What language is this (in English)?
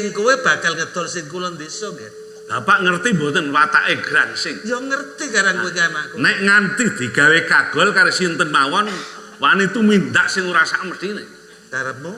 Javanese